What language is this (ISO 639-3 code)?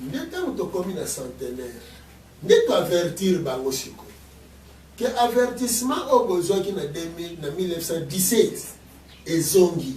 lin